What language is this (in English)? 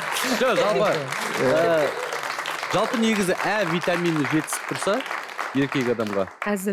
Kazakh